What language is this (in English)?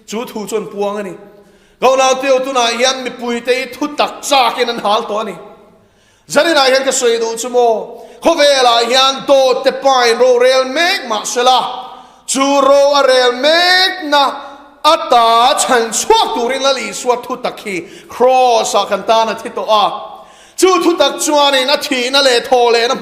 Mizo